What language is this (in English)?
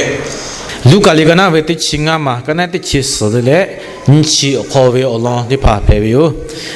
Lahu